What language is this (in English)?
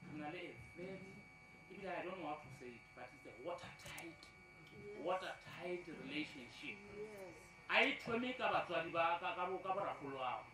Northern Sotho